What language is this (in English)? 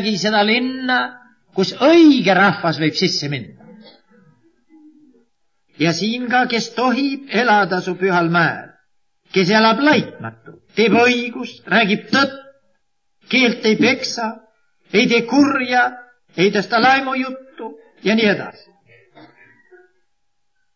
Estonian